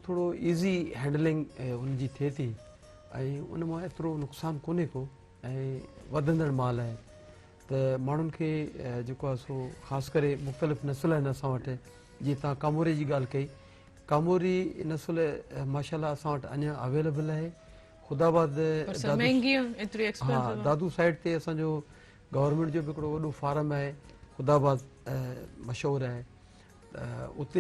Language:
Sindhi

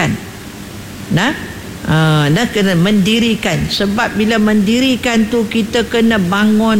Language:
Malay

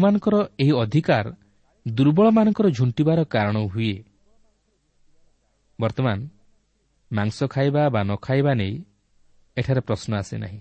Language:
Odia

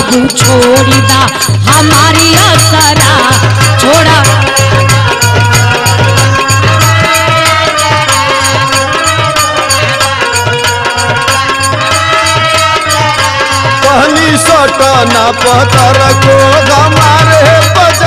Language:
Bhojpuri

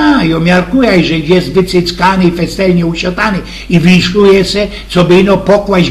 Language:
Silesian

